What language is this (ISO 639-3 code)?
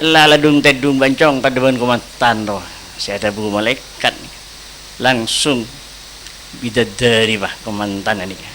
mad